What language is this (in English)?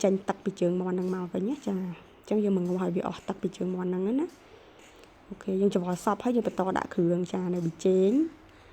Khmer